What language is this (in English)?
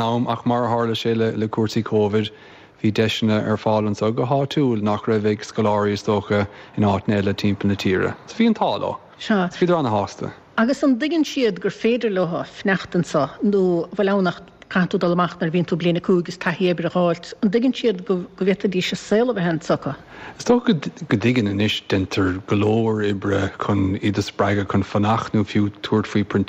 Irish